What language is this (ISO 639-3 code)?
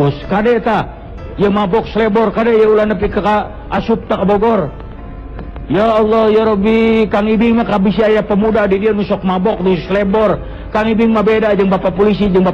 sun